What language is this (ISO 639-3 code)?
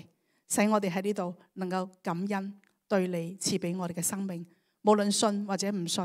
yue